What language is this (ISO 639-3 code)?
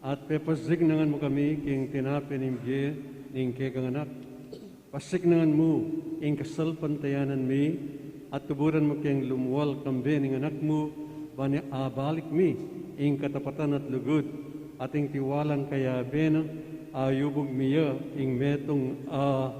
pam